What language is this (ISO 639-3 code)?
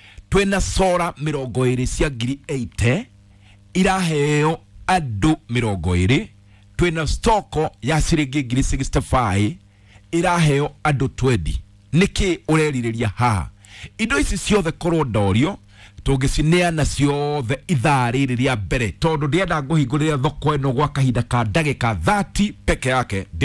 kik